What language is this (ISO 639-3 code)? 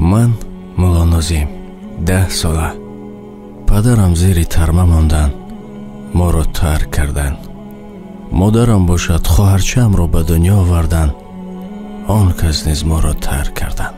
tgk